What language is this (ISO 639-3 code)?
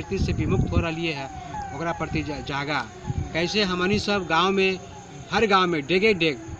mag